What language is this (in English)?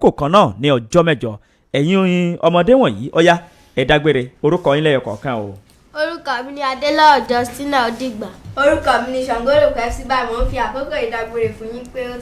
Yoruba